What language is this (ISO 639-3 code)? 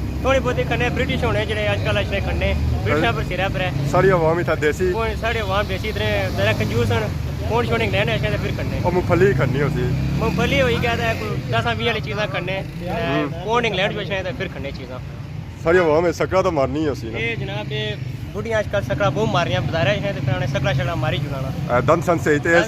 phr